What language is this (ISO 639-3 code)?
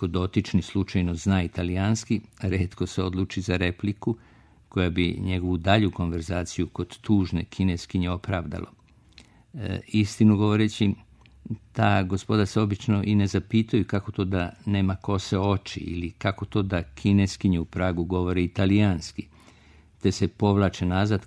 srp